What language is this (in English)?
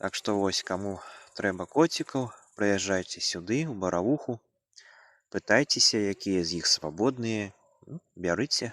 Belarusian